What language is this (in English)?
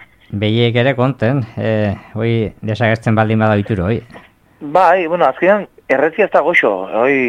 Basque